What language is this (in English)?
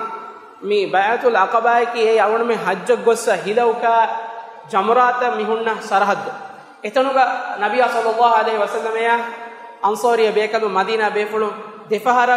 Divehi